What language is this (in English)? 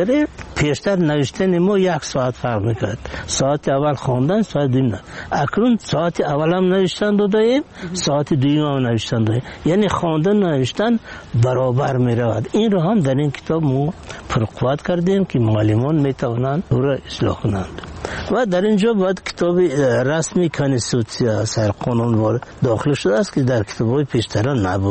Persian